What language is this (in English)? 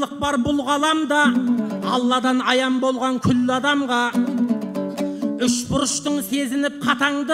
Kazakh